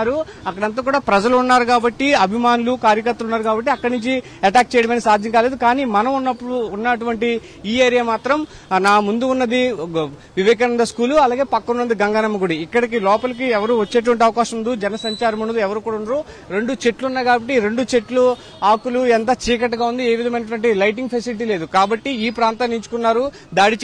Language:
Telugu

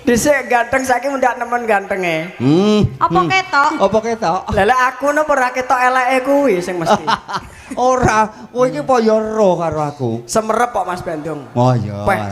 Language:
Javanese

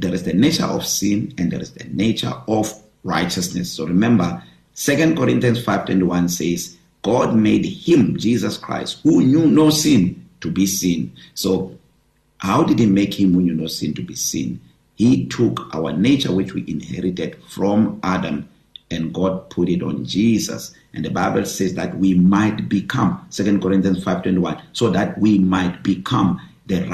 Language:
English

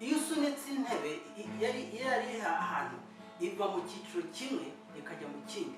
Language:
Kinyarwanda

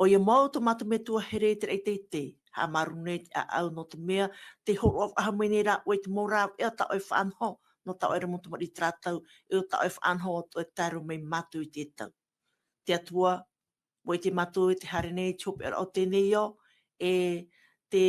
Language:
Tahitian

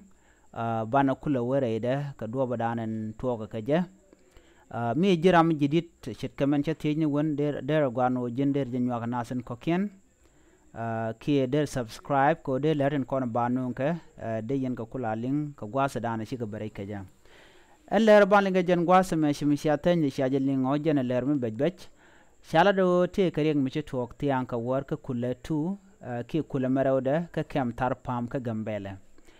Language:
Nuer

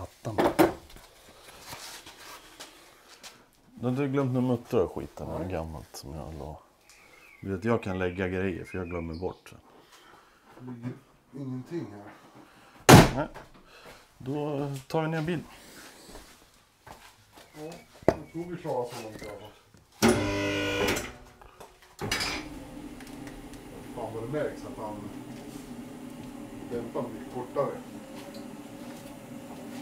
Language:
Swedish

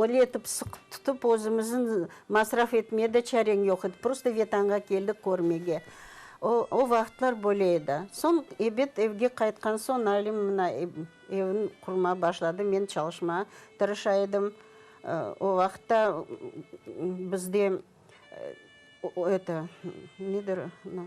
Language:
Crimean Tatar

